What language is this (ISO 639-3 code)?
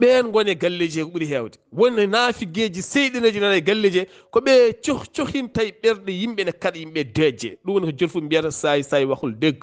ful